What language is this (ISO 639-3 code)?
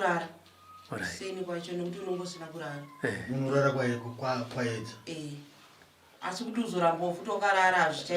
sna